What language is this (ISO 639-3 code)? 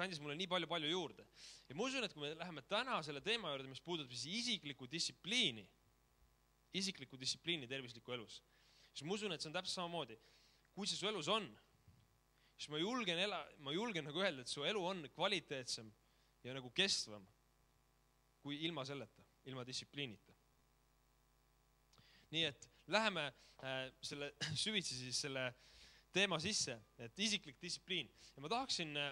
est